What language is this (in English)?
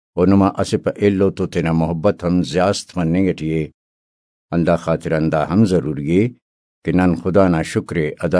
Brahui